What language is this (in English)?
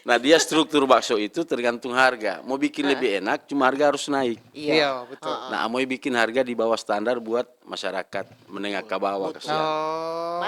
Manado Malay